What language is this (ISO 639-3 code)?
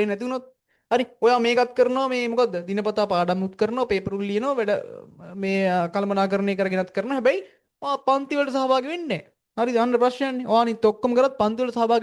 sin